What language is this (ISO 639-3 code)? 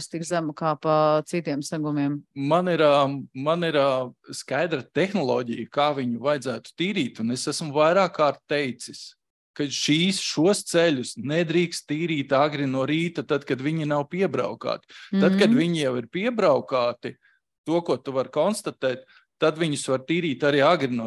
lav